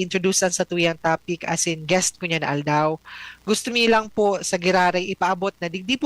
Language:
Bikol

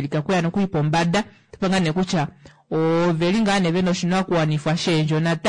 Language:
Kuanyama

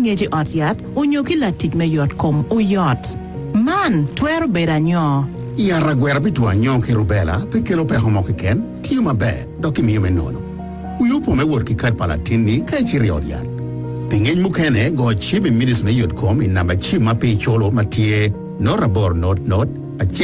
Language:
Acoli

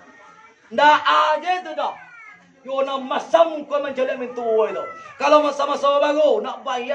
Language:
Minangkabau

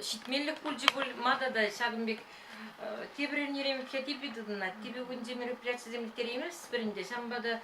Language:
Chuvash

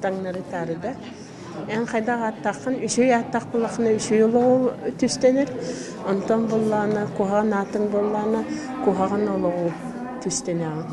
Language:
Yakut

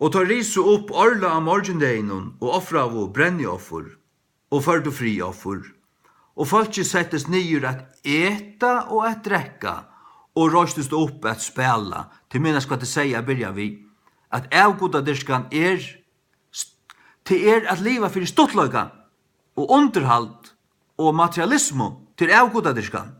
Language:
Faroese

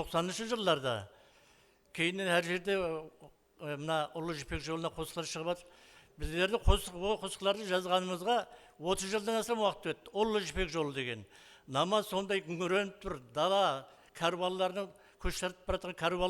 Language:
Kara-Kalpak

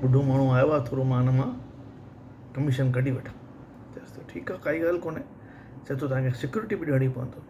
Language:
Sindhi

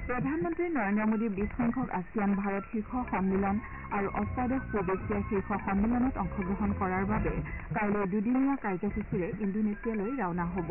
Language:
Assamese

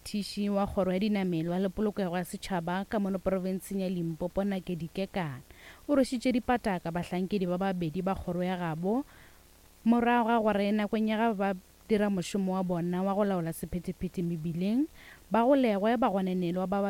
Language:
Northern Sotho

